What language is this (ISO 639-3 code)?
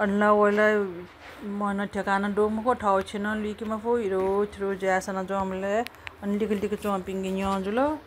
new